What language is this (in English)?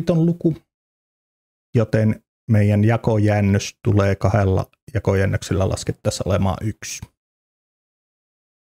Finnish